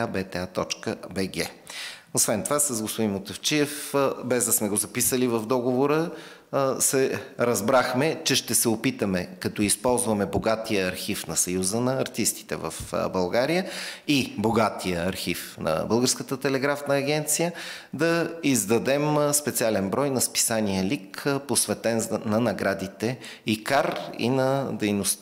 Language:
Bulgarian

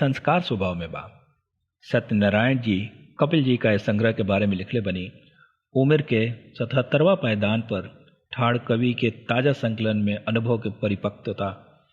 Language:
Bhojpuri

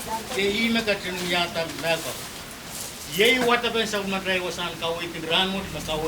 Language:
Pohnpeian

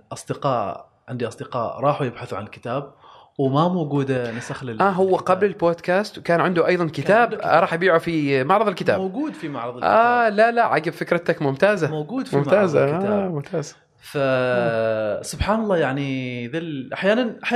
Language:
Gulf Arabic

